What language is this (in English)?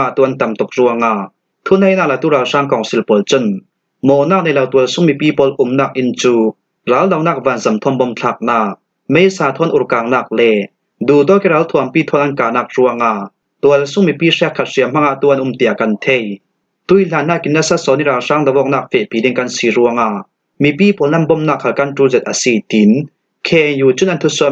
Falam Chin